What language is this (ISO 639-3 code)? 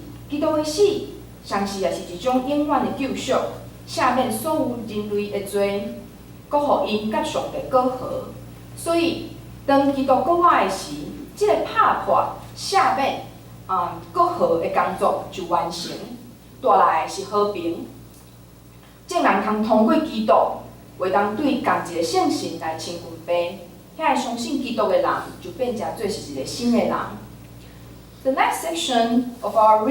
nan